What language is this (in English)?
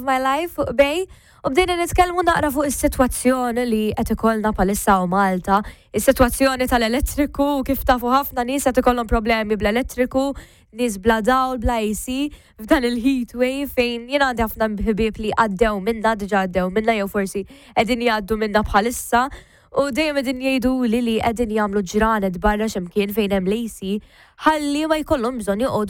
Maltese